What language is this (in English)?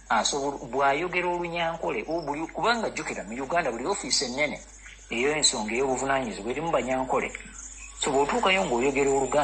Ganda